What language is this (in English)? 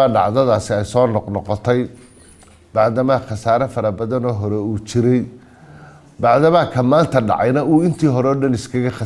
Somali